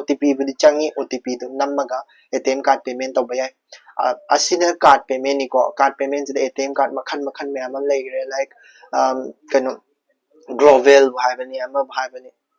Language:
Manipuri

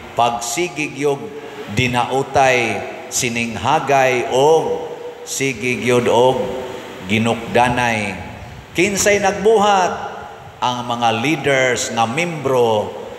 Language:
Cebuano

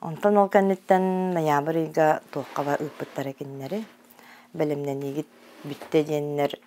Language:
Yakut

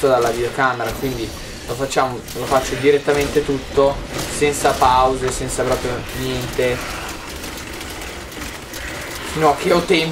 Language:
Italian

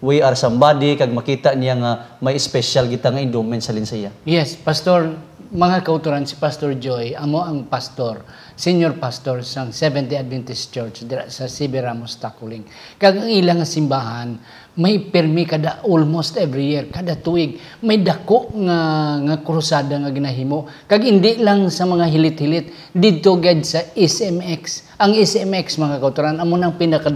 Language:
Hiligaynon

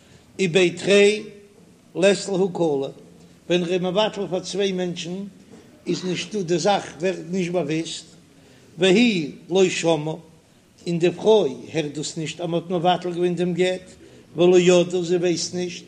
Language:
Yiddish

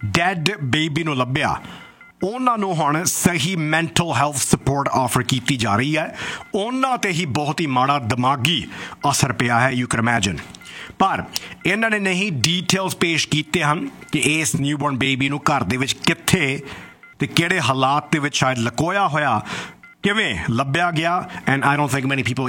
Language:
Punjabi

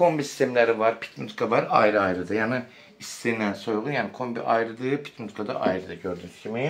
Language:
Azerbaijani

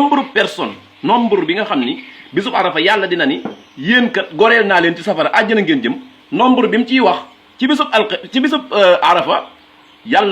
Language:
Wolof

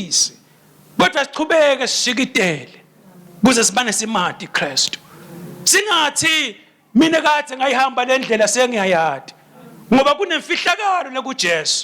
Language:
Swati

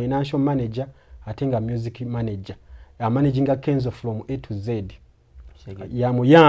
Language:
Ganda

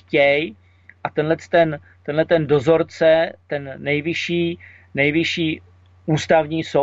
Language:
Czech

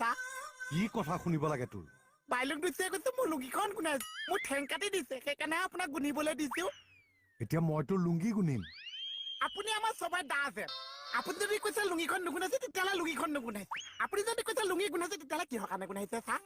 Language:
Assamese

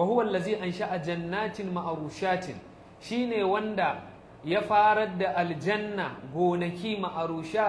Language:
Hausa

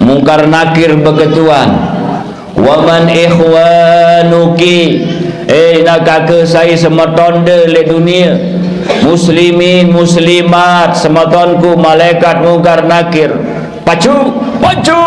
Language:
Sasak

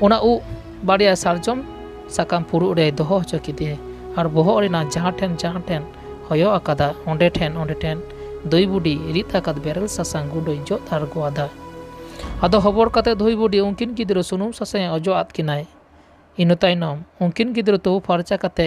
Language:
Santali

